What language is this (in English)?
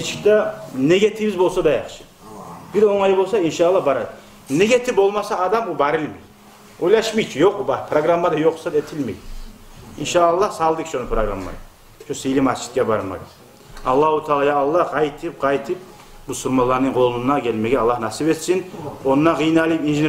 Kumyk